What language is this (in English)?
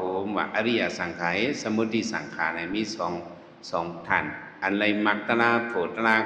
Shan